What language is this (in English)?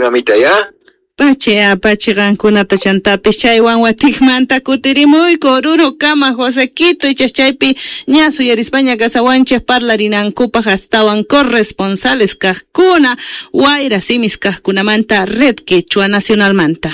Quechua